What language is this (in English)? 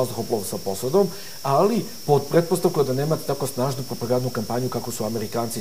Serbian